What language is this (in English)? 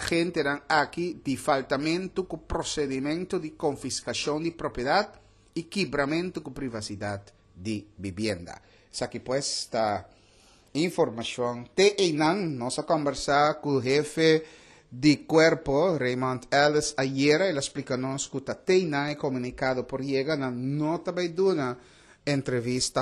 Papiamento